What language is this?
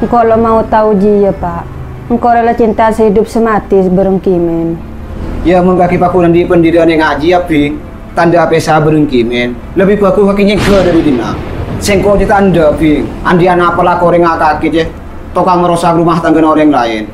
Madurese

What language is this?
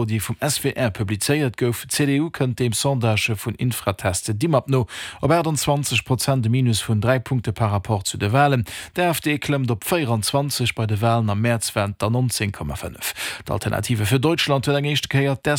Luxembourgish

